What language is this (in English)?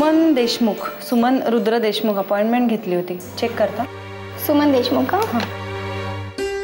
Marathi